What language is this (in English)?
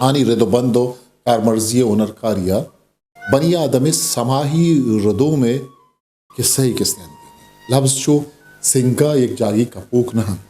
Eastern Balochi